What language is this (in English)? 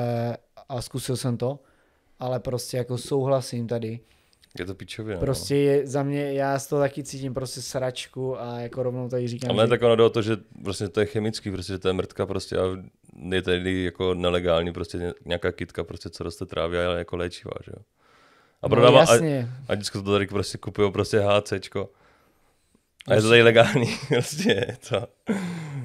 Czech